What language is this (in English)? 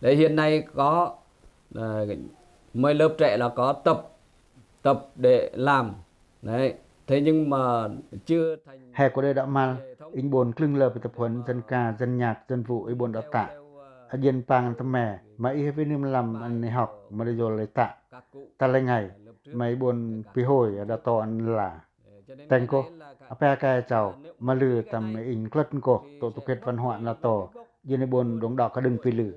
Pacoh